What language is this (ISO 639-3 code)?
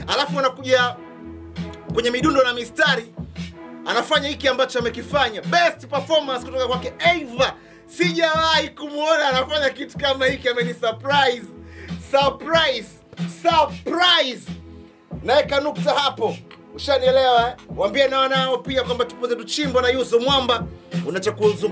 swa